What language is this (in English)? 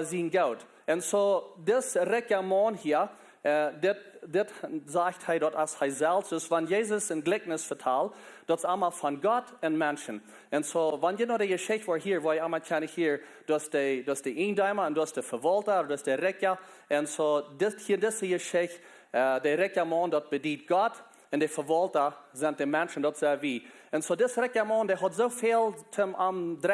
Plautdietsch